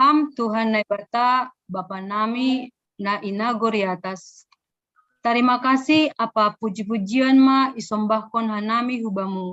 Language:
Batak Simalungun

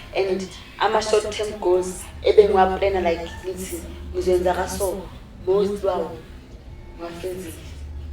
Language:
Zulu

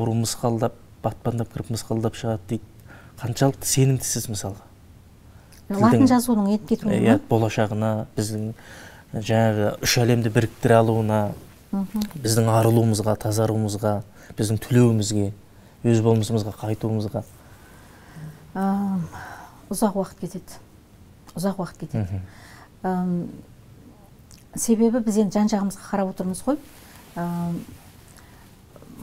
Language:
Kazakh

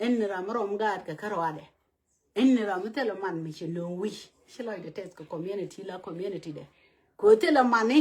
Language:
Nuer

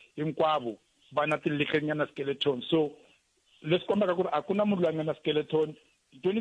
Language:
Tsonga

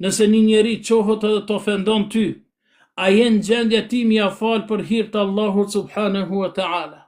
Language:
Albanian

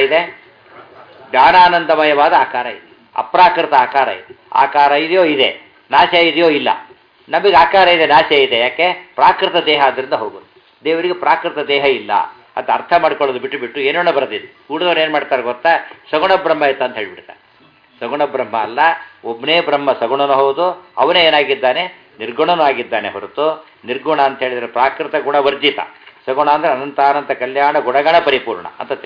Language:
Kannada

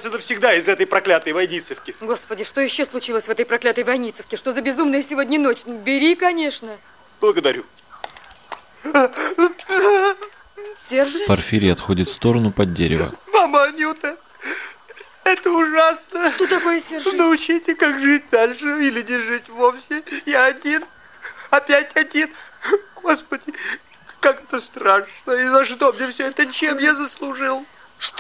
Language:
Russian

